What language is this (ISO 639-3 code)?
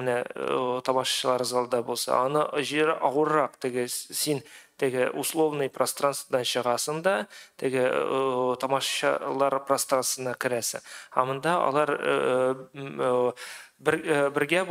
tat